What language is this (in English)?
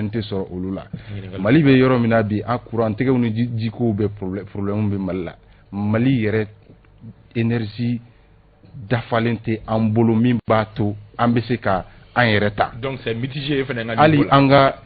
Bambara